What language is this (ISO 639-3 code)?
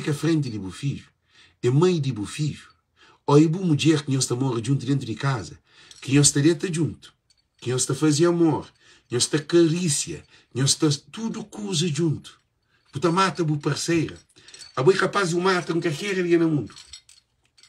kea